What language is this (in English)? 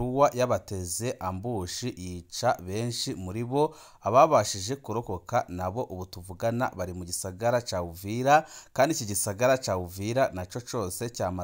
Rundi